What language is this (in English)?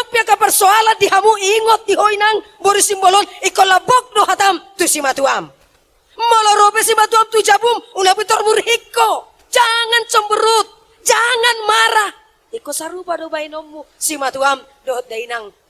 Batak Toba